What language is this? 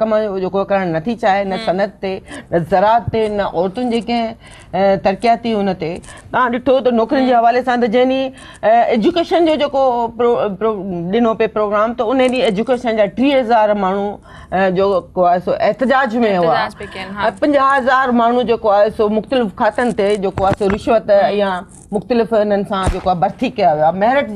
Sindhi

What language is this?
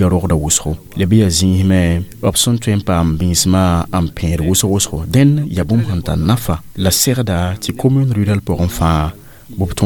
Mossi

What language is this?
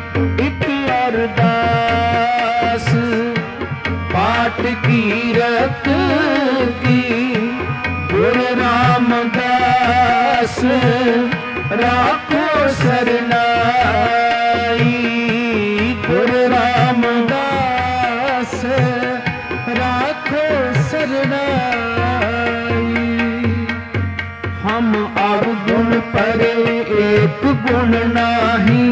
Punjabi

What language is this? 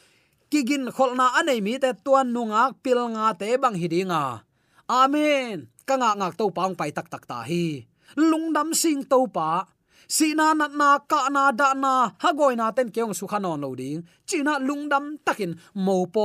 Tedim Chin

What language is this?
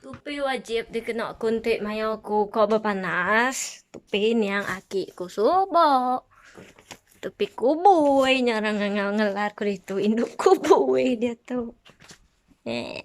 Iban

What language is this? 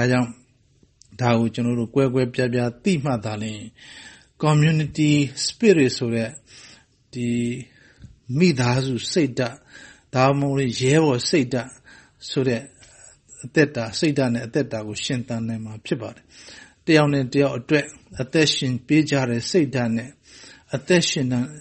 Burmese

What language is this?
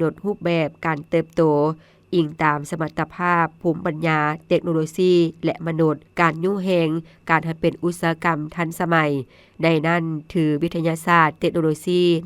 Lao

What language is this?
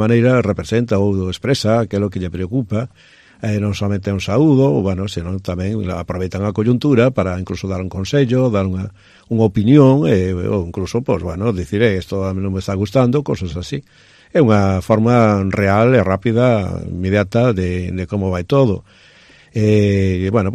Galician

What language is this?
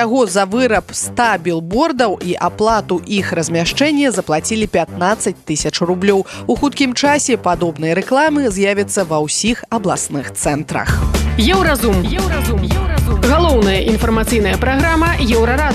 Belarusian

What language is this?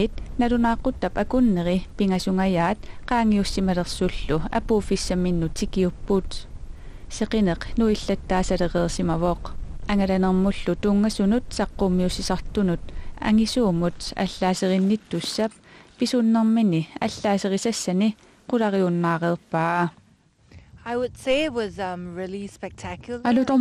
Kalaallisut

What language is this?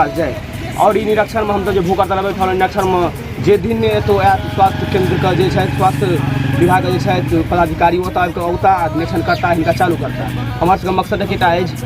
Maithili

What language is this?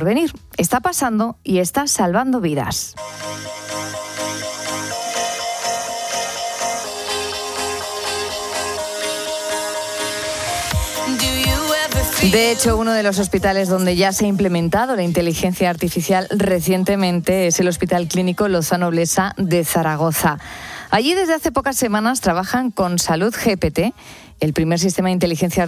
Spanish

